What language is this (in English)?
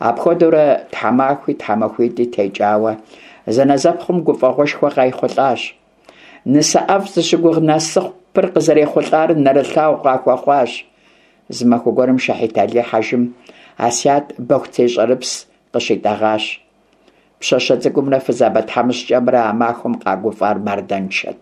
Kabardian